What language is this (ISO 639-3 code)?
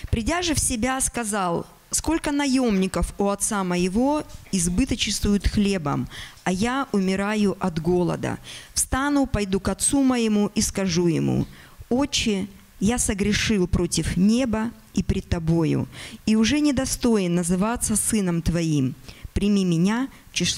rus